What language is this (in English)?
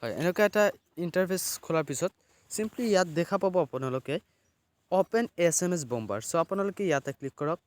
Assamese